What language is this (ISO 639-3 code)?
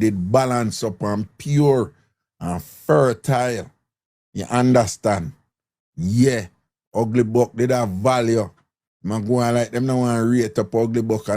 jam